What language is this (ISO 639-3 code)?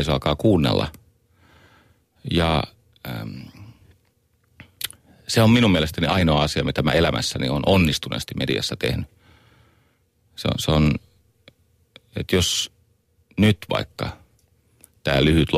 fin